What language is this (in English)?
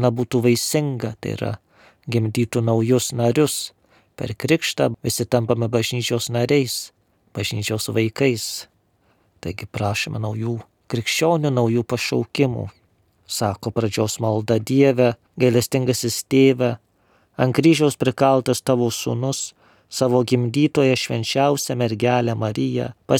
Lithuanian